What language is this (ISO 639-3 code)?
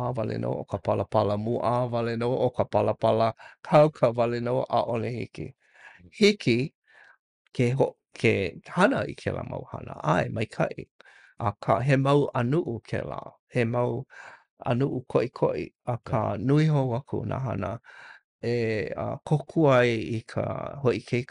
haw